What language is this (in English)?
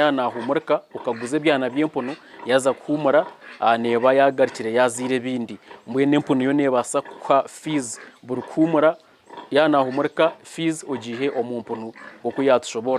Nyankole